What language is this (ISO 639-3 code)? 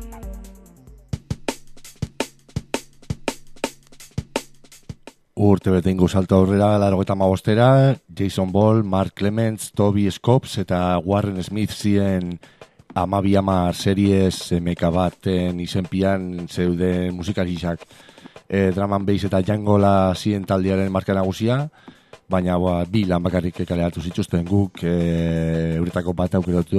eus